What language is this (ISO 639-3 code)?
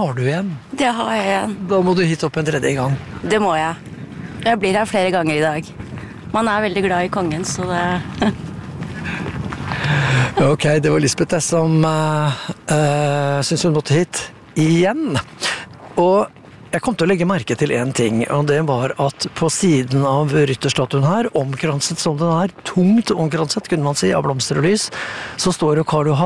nor